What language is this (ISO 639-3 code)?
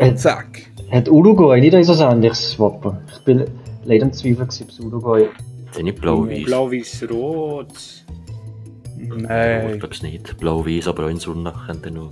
gsw